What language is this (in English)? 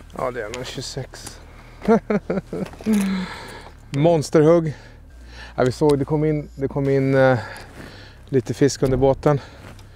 Swedish